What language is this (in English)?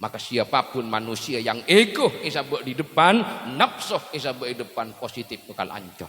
Madurese